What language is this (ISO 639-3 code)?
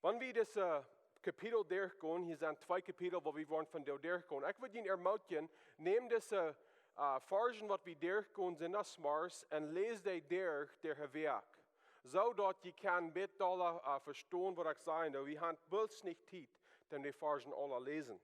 pdt